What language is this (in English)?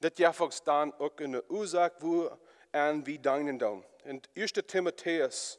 Plautdietsch